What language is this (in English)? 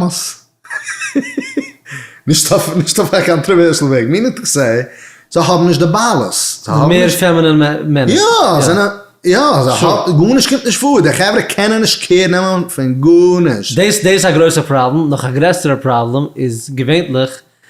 Yiddish